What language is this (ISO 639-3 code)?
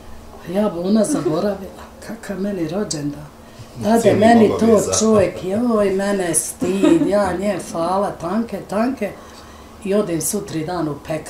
bos